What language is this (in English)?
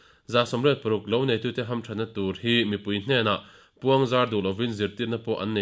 Mizo